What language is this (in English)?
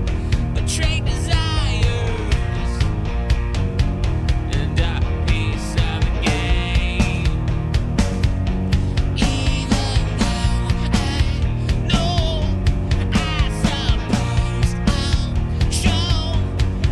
English